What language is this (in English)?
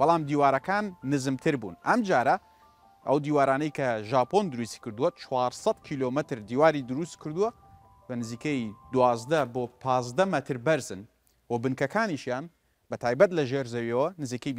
Central Kurdish